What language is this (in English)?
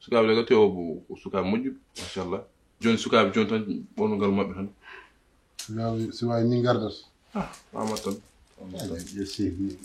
Fula